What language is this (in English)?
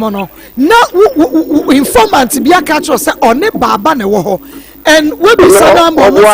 Akan